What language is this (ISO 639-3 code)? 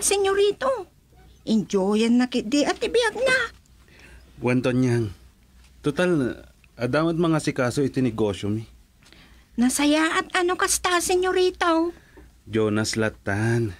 ilo